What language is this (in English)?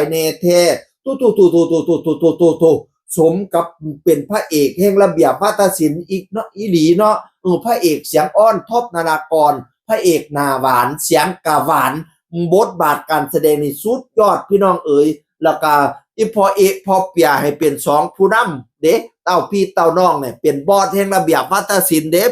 Northeastern Thai